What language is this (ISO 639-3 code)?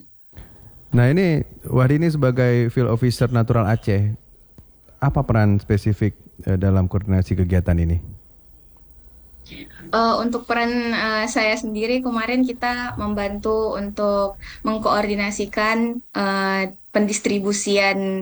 ind